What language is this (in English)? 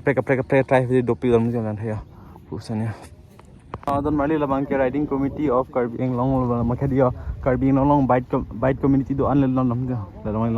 Karbi